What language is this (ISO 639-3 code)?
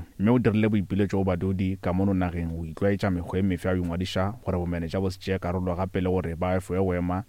nso